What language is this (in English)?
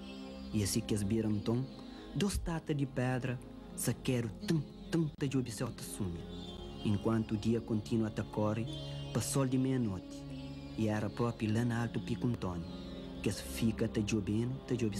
Kabuverdianu